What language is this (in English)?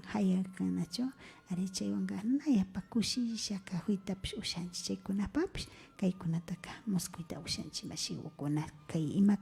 Imbabura Highland Quichua